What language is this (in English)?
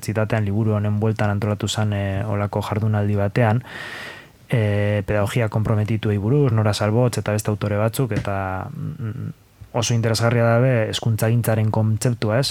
Basque